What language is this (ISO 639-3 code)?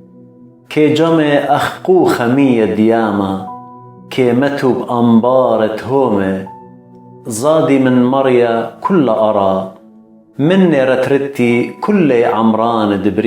aii